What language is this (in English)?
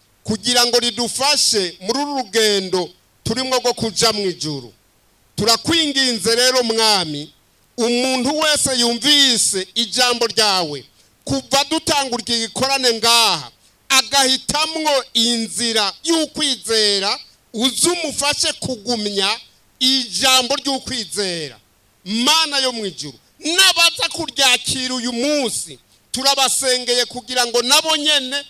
Rundi